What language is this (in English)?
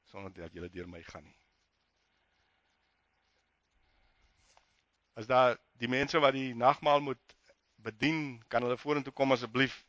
Afrikaans